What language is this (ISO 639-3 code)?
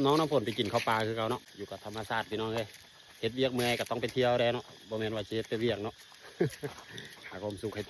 lao